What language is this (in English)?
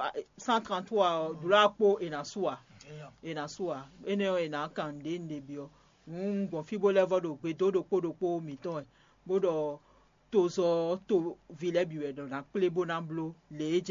Fon